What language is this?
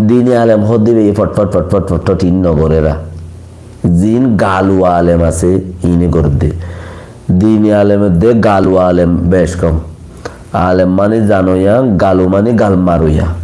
Rohingya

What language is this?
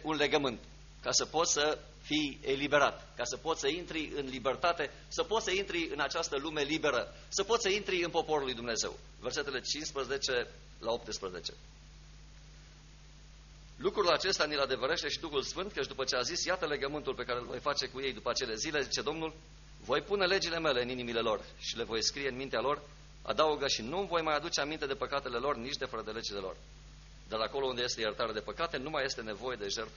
Romanian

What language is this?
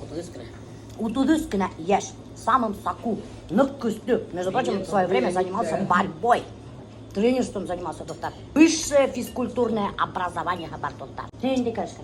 Bashkir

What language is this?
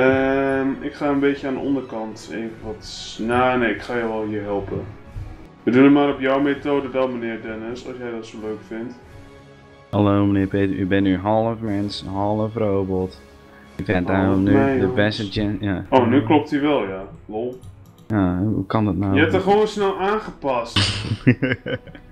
Dutch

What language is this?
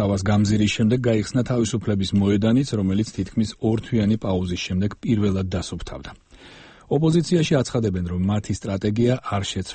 Georgian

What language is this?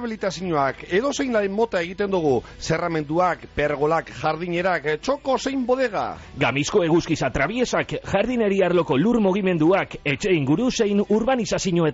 Basque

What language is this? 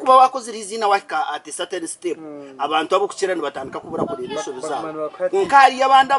Nyankole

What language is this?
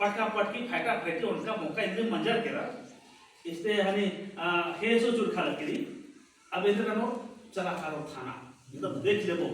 Kurukh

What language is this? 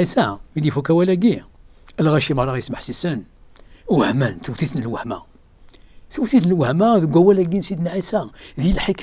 Kabyle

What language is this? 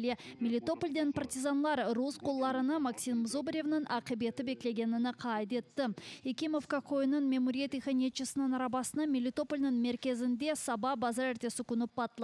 Crimean Tatar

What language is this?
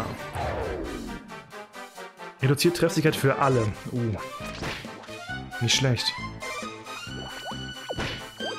German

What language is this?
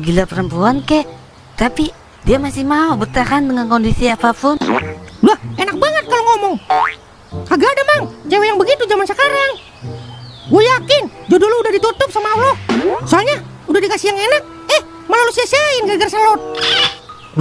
Betawi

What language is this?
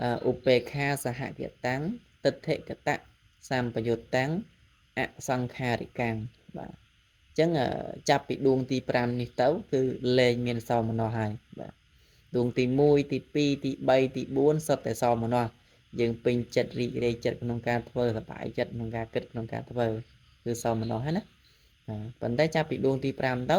Khmer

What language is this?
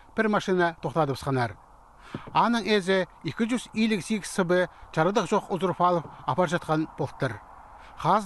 Khakas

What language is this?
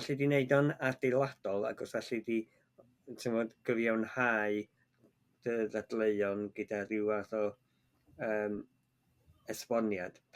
Welsh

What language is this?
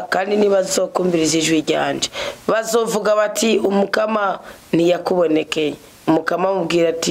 Rundi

